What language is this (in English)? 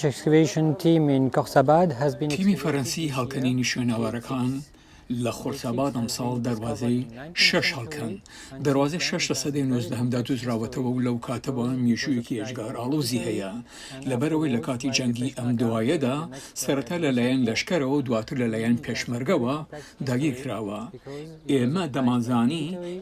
Central Kurdish